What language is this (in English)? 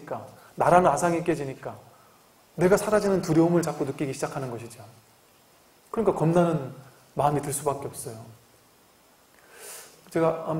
Korean